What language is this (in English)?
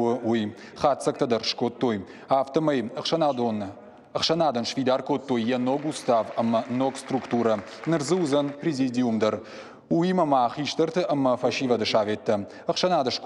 Ossetic